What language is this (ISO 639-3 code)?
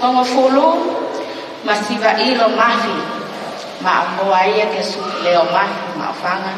ton